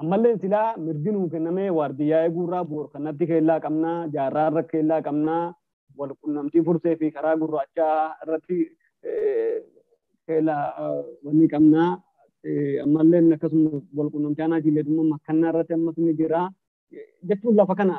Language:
Oromo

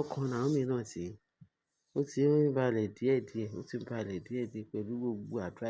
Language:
Yoruba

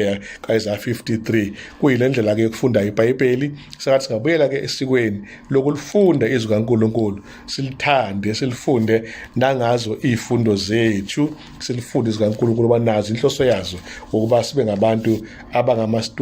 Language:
Zulu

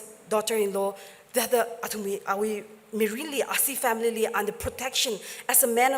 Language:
Tangkhul Naga (India)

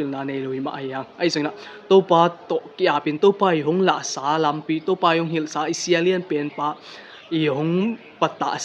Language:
Tedim Chin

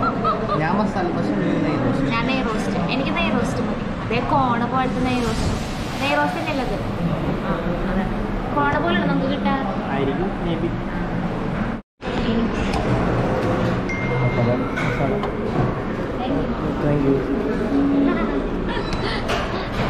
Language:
Malayalam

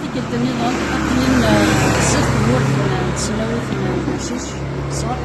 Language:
Kabyle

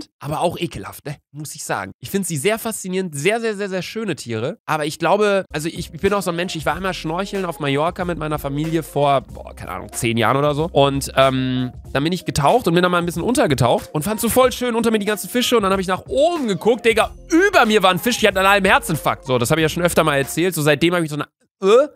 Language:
German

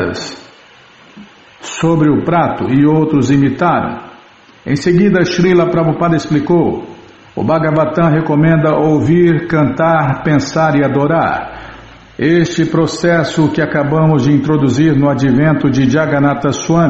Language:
Portuguese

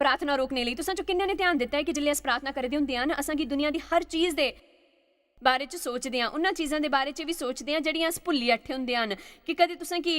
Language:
Dogri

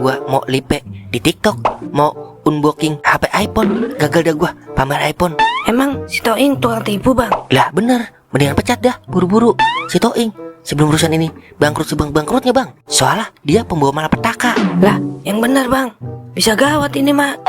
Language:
Betawi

